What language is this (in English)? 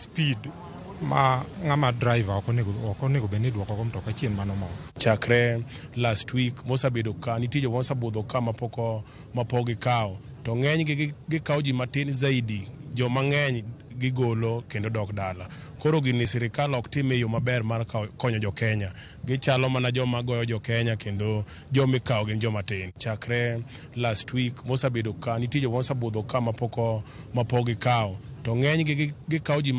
Luo (Kenya and Tanzania)